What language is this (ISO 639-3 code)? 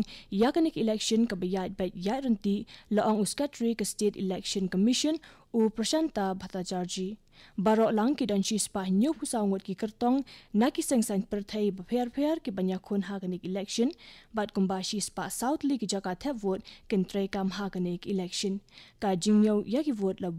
kha